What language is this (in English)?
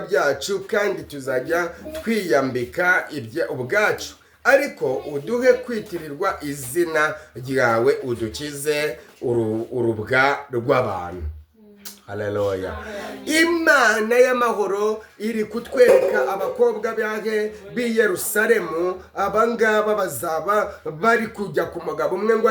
Kinyarwanda